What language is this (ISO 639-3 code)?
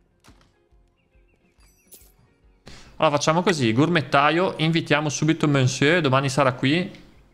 ita